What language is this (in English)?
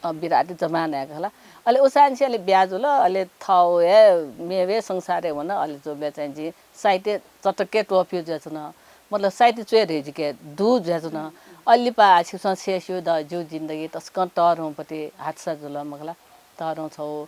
Newari